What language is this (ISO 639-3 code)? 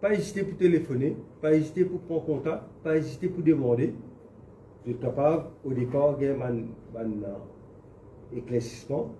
mfe